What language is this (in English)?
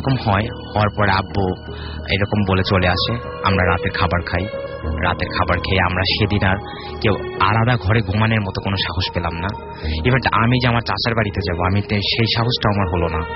Bangla